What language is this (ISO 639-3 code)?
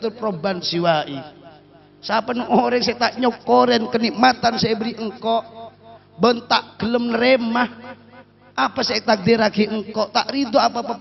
mad